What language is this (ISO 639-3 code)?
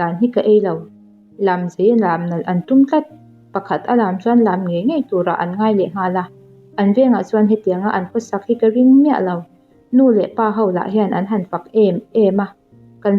lus